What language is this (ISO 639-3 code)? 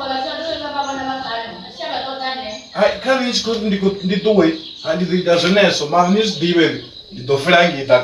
ven